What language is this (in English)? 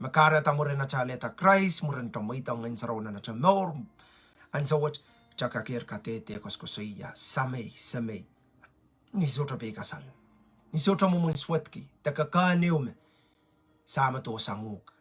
Pohnpeian